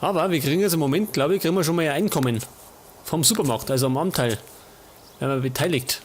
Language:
Bavarian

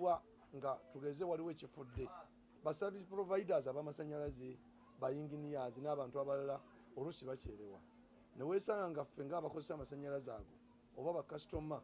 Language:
Ganda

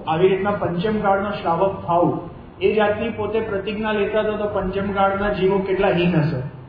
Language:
Gujarati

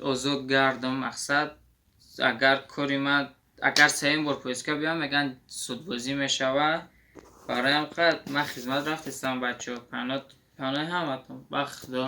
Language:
Tajik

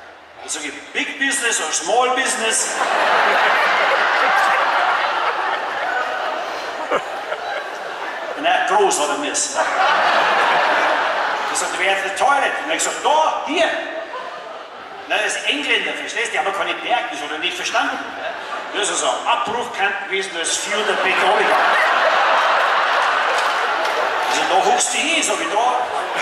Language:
German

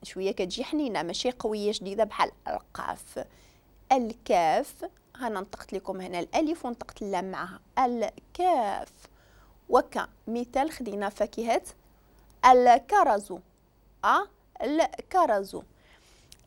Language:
Moroccan Arabic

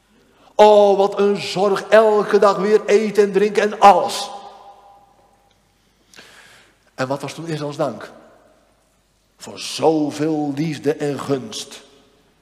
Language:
Dutch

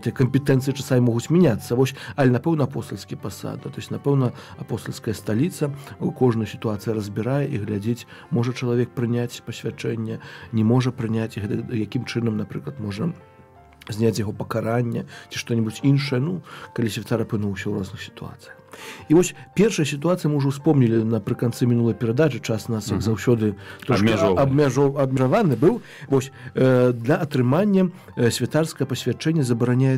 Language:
Belarusian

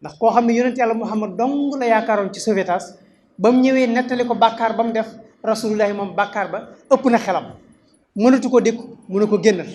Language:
Wolof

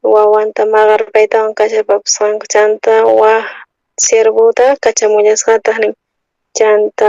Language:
South Bolivian Quechua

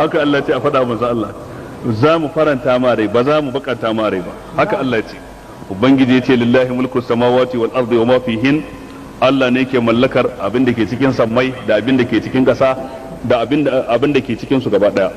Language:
Hausa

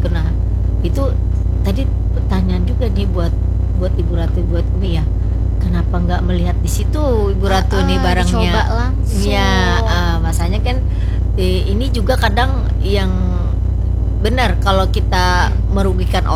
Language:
Indonesian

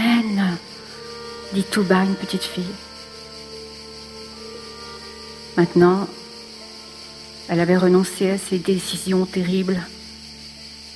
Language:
French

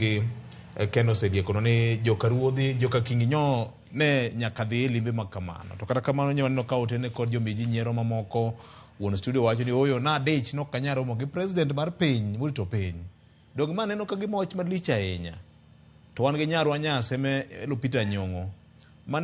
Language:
Luo (Kenya and Tanzania)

